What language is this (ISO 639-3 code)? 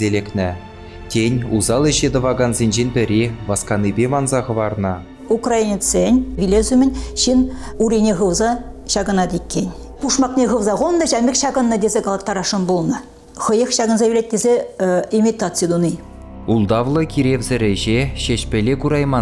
chv